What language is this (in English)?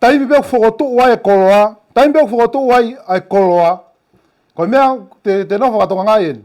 Tongan